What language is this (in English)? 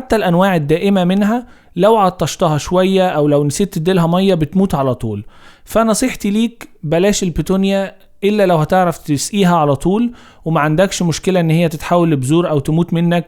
Egyptian Arabic